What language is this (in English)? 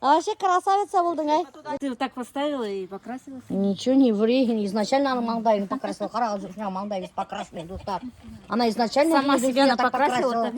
Bashkir